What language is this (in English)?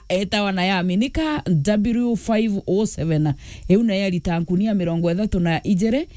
Meru